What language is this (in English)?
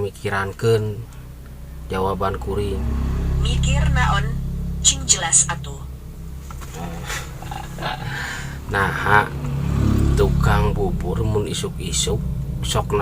Sundanese